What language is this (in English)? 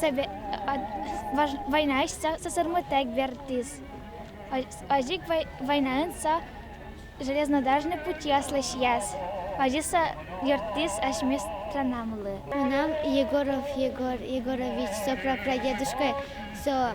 Udmurt